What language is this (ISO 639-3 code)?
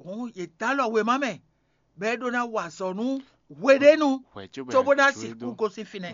fon